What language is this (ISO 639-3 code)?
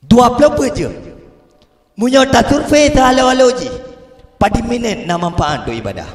ace